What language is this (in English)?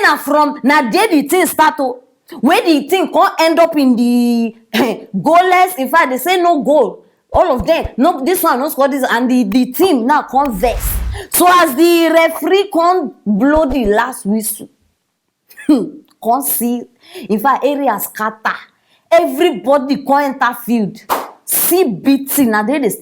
Nigerian Pidgin